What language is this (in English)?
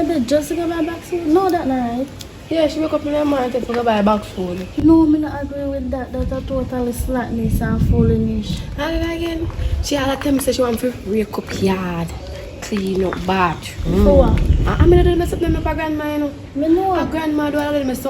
Jamaican Creole English